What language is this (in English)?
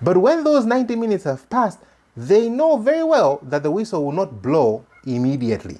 English